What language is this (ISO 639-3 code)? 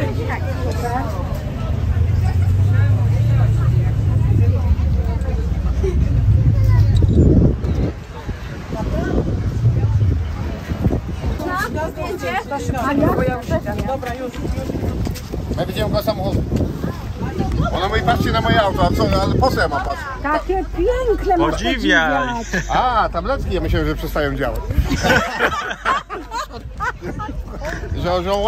pol